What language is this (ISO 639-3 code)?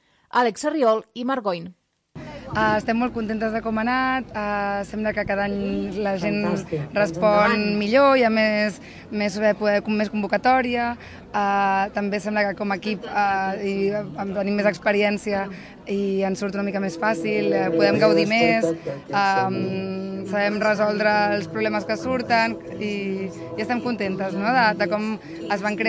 cat